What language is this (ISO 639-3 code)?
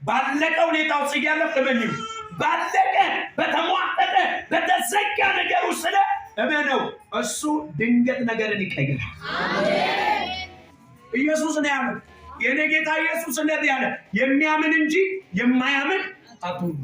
amh